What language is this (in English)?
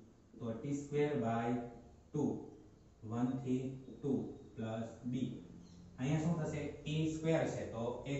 Gujarati